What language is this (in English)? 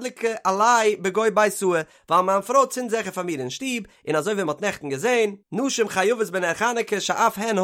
Yiddish